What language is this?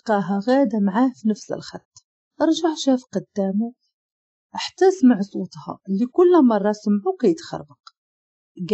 Moroccan Arabic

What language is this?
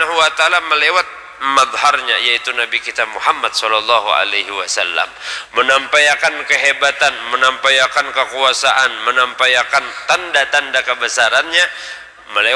Banjar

